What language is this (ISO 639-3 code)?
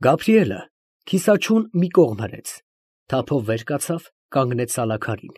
hye